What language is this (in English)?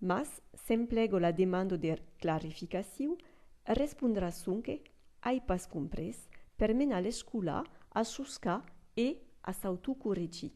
Occitan